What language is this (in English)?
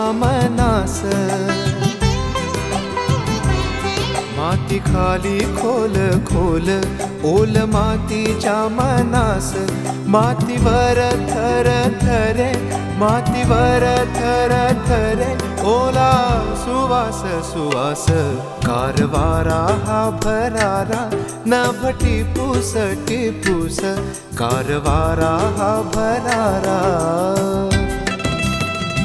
Marathi